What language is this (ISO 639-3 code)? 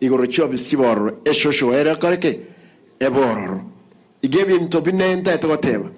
guz